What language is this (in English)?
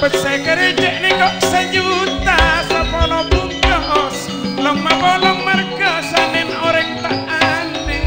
Madurese